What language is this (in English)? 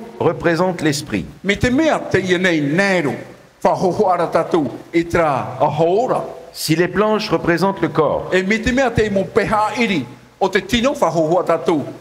Tahitian